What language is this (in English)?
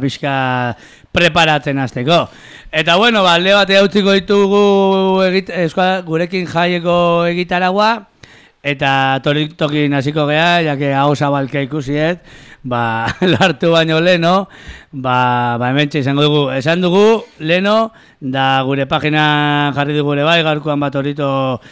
Basque